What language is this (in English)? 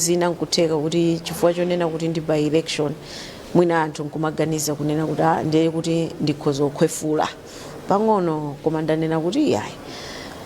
Nyanja